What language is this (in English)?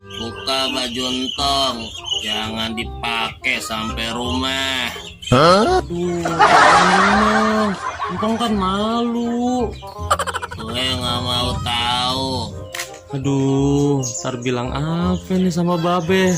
Betawi